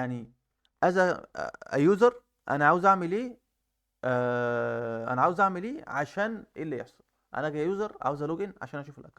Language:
Egyptian Arabic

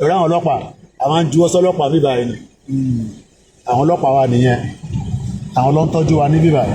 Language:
Yoruba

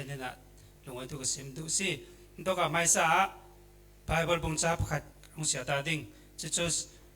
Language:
Falam Chin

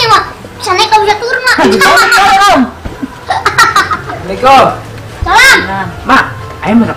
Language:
Betawi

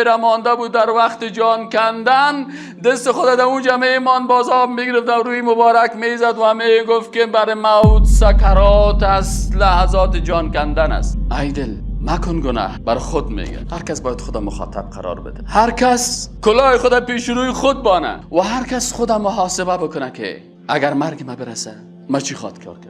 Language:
Persian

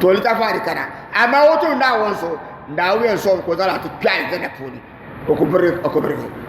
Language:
Dagbani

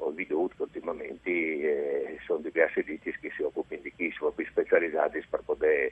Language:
Friulian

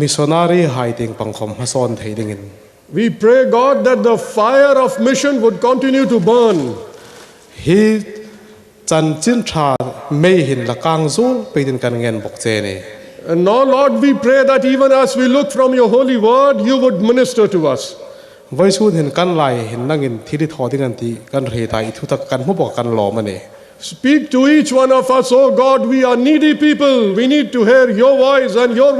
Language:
Hmar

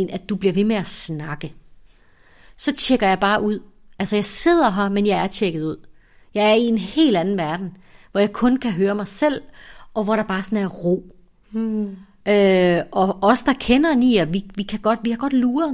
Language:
Danish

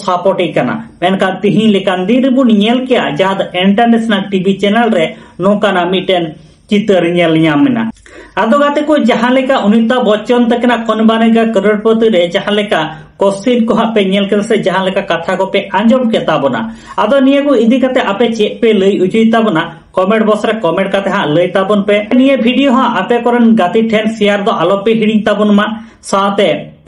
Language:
Santali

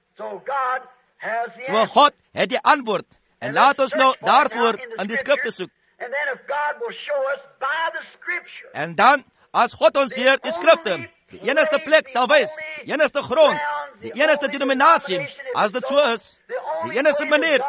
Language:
Afrikaans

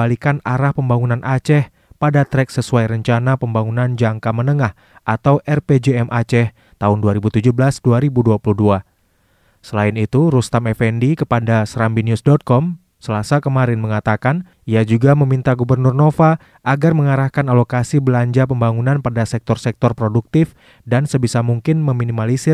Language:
Indonesian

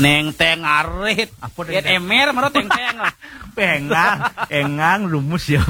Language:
Balinese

